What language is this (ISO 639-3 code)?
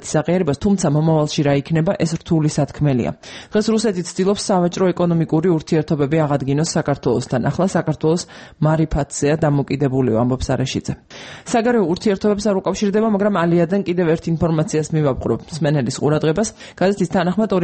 kat